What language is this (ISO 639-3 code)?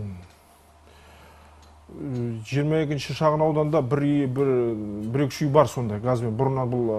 kaz